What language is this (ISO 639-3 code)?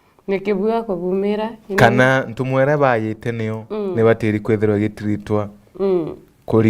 mer